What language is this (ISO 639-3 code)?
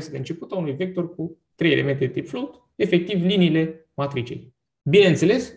ron